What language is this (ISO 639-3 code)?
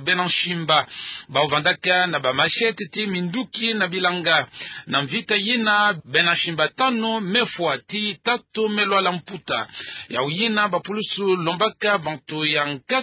ktu